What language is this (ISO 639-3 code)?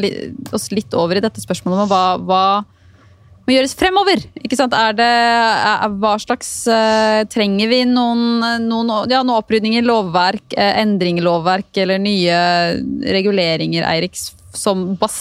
nor